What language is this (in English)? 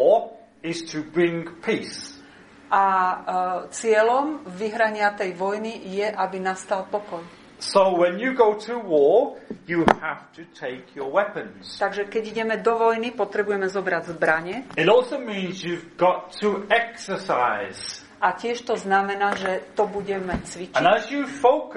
Slovak